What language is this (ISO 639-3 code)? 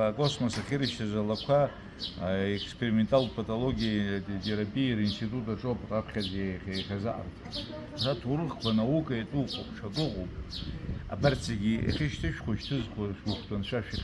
abk